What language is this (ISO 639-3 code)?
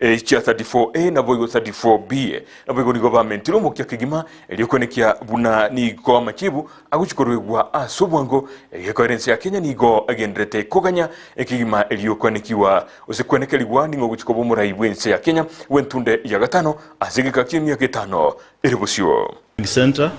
guz